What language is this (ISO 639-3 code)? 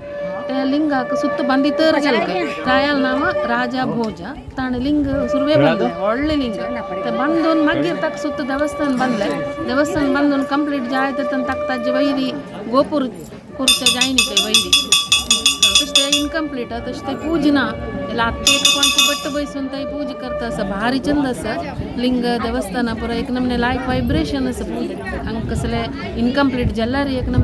kok